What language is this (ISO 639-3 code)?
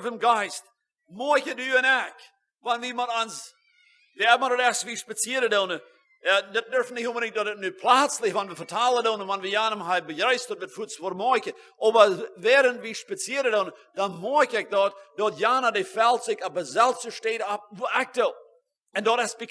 pdt